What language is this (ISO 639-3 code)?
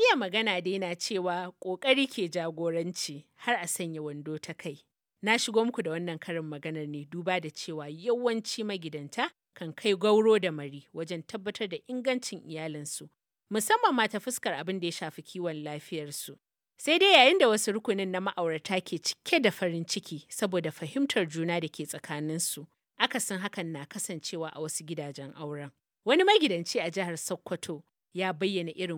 hau